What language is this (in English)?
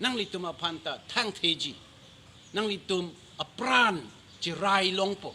Karbi